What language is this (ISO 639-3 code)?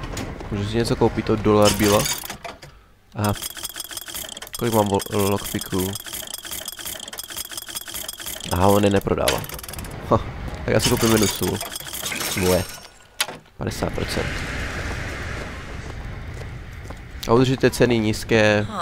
ces